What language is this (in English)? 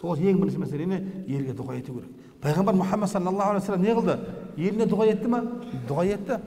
Kazakh